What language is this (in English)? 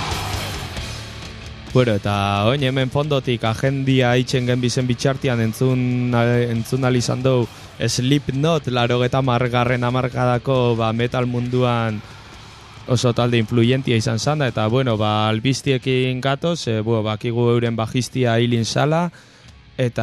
Basque